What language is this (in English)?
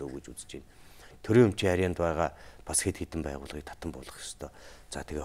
Mongolian